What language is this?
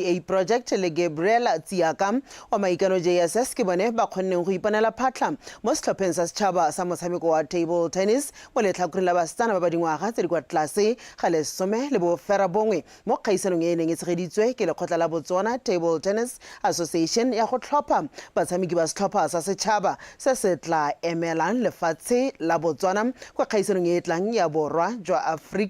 Tswana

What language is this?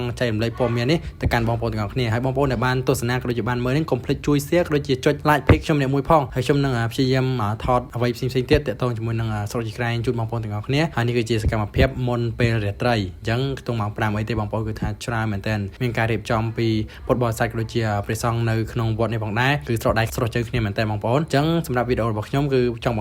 Khmer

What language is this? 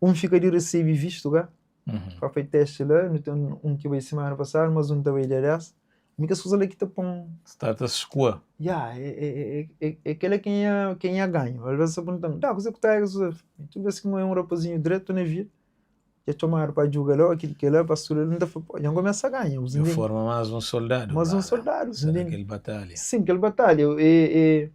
Kabuverdianu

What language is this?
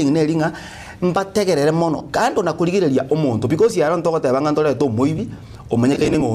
Gusii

